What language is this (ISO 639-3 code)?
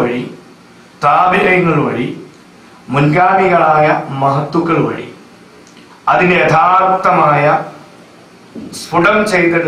mal